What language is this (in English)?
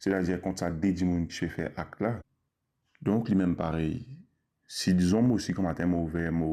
Morisyen